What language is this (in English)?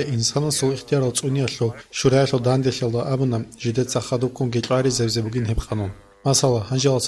Avaric